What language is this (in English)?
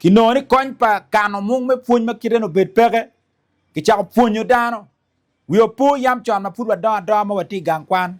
Acoli